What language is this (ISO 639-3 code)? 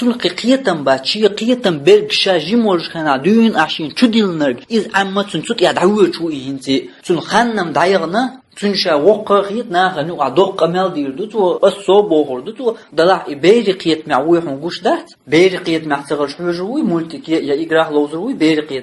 che